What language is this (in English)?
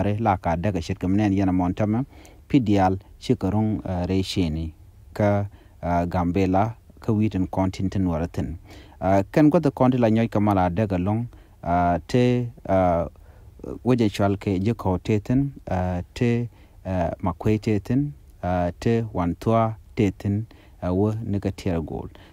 Nuer